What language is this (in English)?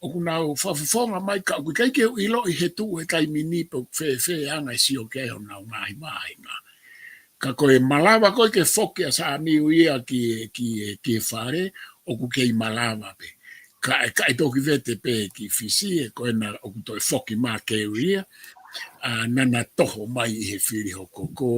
Tongan